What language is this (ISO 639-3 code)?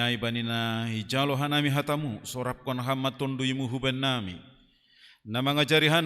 bts